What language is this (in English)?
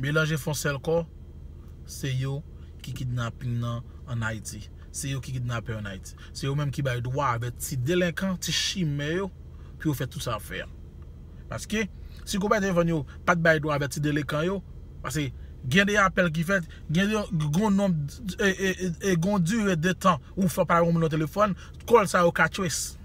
Haitian Creole